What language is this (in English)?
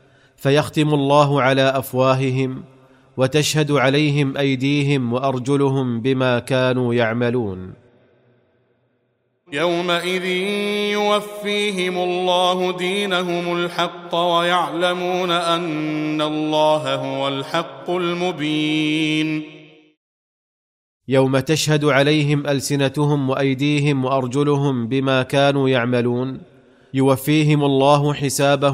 Arabic